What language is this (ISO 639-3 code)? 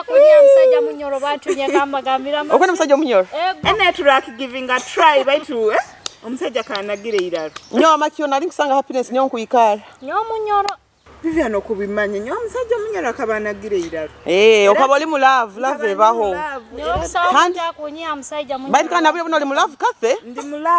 nyo